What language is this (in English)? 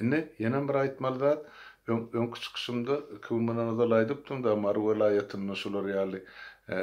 Turkmen